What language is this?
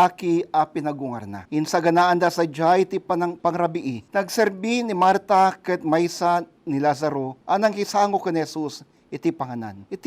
Iloko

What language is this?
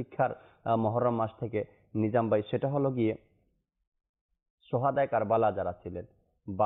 Bangla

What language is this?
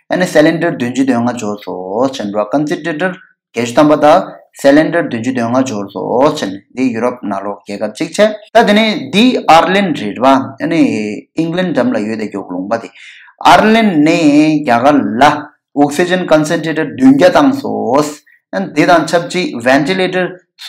Tibetan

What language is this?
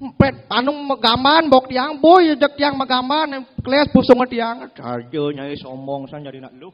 Balinese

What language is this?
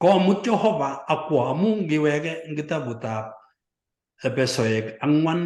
Kalenjin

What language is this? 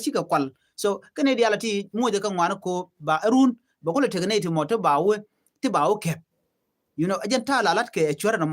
Nuer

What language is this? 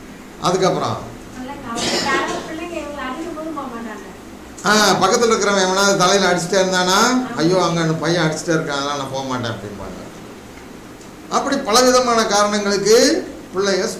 Tamil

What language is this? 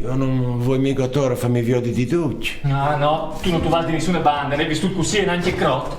Friulian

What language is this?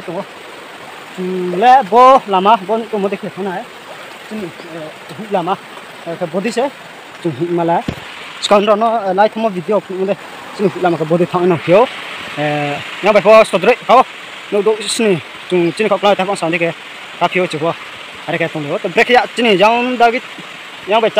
Riang (India)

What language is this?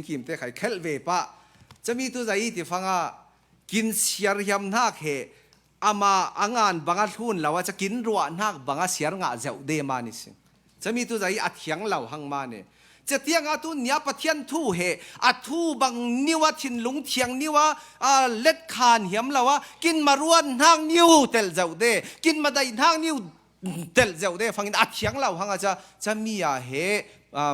Falam Chin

